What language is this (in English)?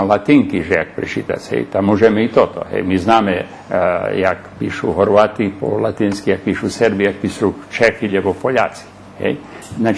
Rusyn